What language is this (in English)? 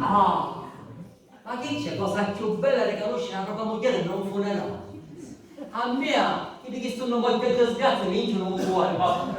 Sicilian